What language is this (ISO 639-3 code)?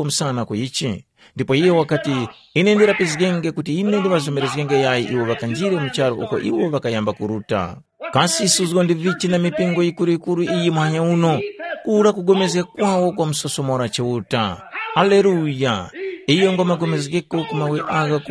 tum